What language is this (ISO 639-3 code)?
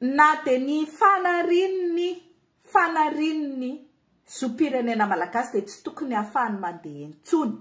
mlg